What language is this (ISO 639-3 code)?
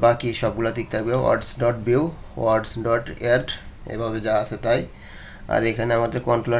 ben